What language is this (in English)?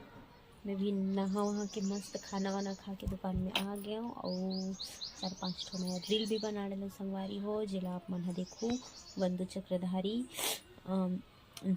Chhattisgarhi